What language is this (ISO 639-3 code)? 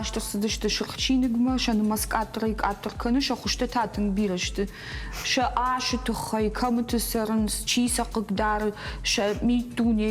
oss